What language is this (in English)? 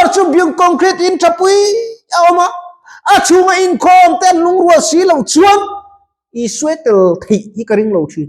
Mizo